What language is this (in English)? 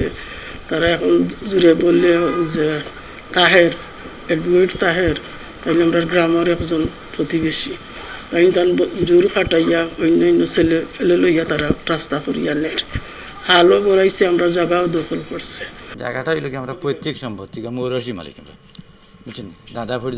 Sylheti